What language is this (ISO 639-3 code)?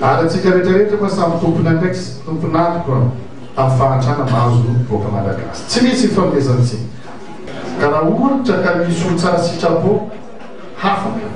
mlg